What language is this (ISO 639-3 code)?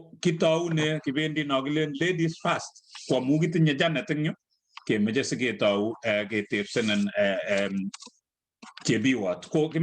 kln